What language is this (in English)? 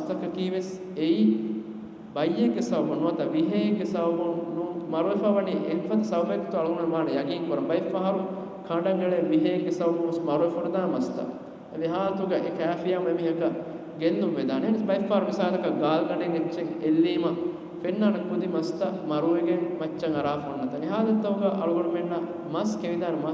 Divehi